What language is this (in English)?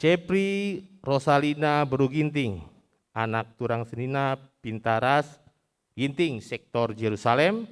Batak Karo